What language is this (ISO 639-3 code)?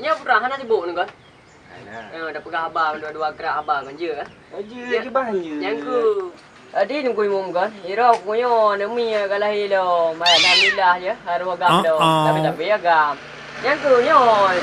ace